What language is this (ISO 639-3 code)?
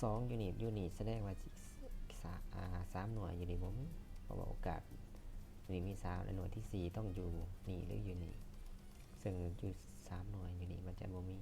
lao